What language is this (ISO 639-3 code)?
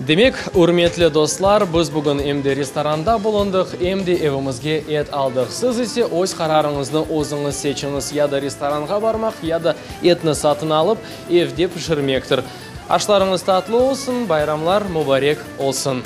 crh